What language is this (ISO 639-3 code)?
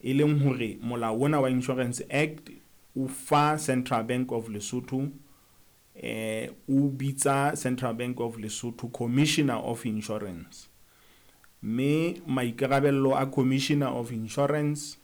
sot